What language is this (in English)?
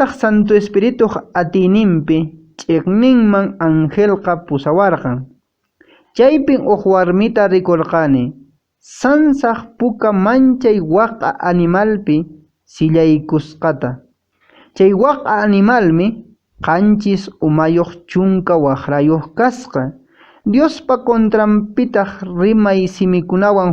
Quechua